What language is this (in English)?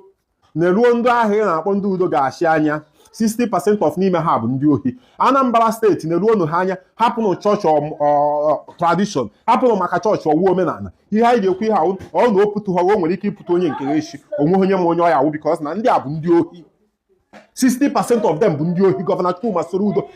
Igbo